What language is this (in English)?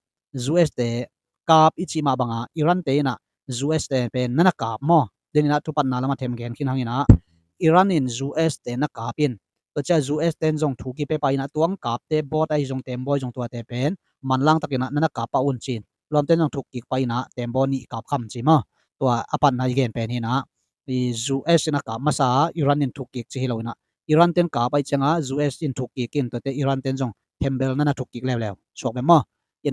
Tedim Chin